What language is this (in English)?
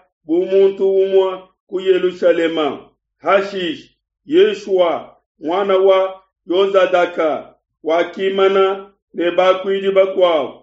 Luba-Lulua